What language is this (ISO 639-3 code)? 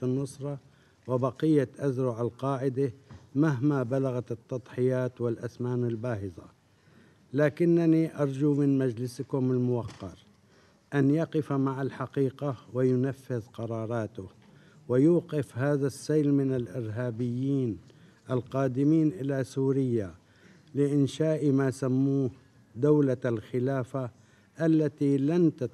ara